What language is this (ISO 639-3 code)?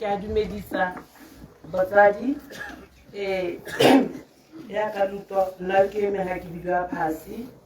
tsn